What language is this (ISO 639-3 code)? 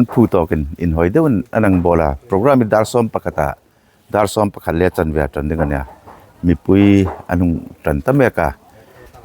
hmr